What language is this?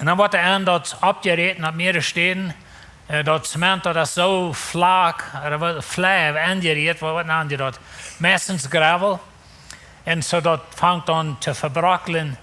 Plautdietsch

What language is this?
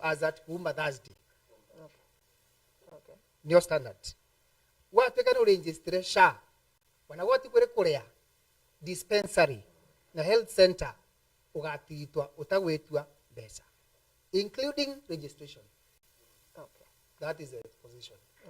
Meru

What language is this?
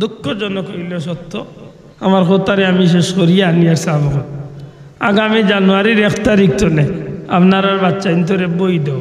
Sylheti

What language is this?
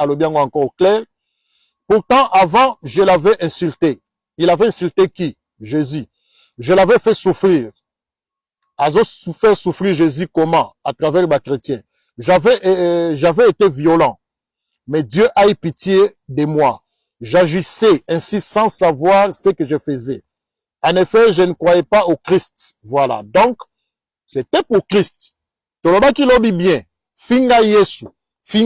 Lingala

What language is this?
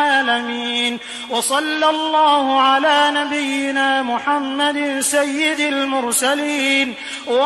Arabic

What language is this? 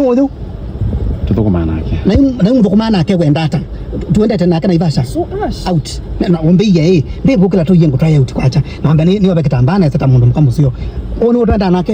Kamba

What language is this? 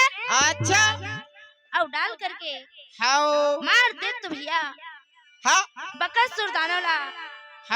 Chhattisgarhi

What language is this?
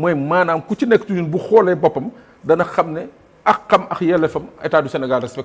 Wolof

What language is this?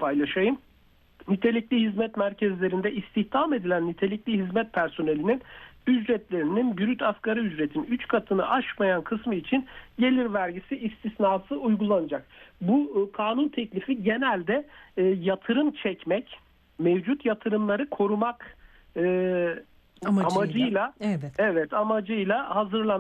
Turkish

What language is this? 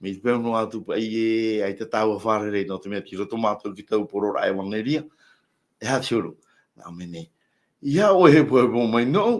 Tahitian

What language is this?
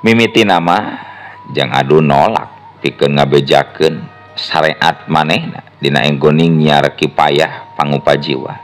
Sundanese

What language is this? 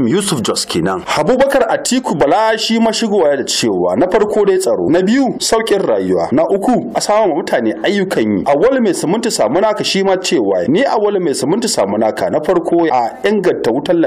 Hausa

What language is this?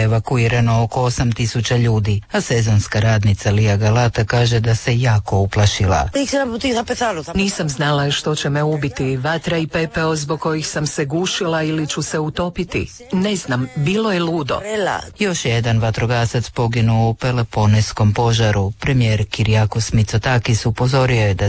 Croatian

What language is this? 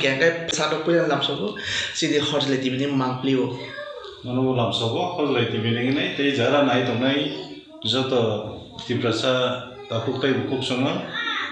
Kok Borok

